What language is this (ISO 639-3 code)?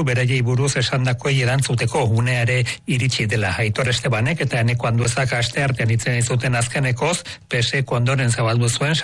eus